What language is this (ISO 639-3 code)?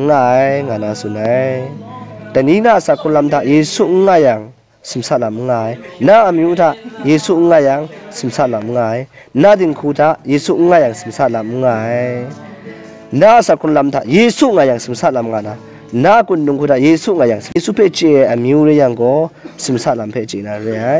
kac